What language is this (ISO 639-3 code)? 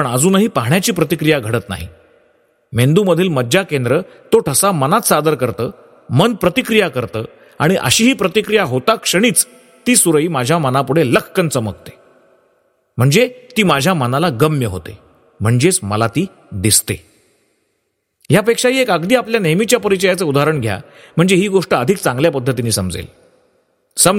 mar